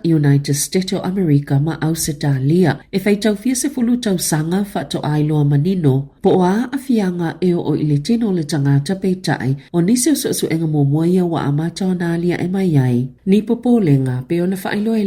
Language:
Samoan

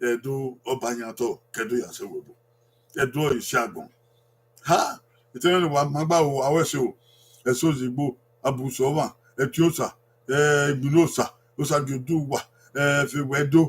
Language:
Bini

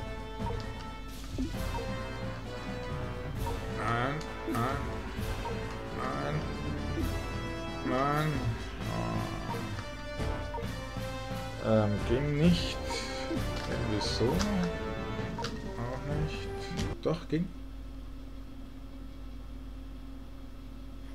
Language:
German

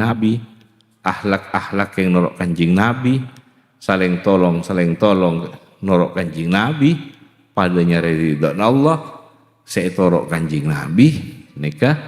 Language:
Madurese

